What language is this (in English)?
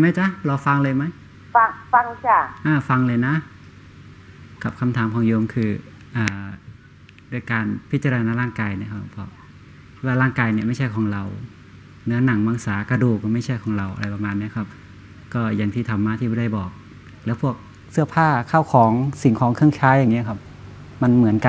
Thai